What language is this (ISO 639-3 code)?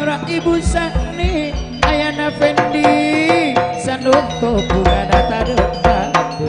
mad